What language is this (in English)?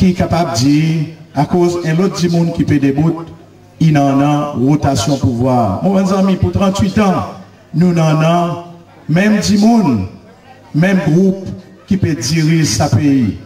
Seselwa Creole French